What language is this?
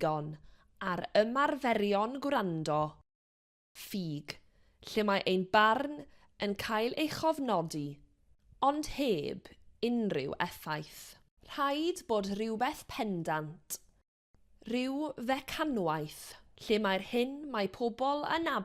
Welsh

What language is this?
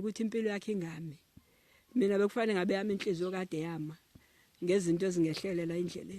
Zulu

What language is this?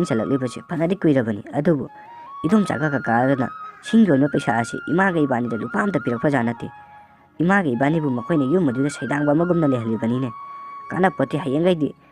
Manipuri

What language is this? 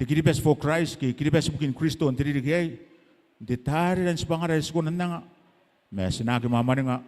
Gilbertese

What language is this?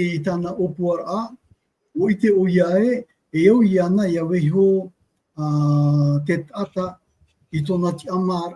Tahitian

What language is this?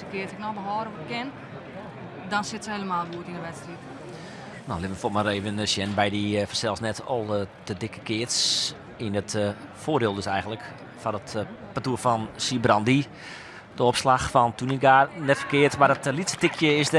Western Frisian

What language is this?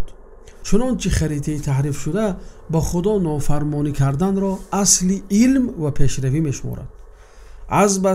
Tajik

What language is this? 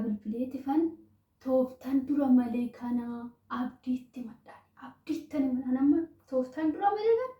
Oromo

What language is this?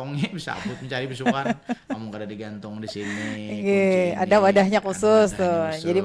Banjar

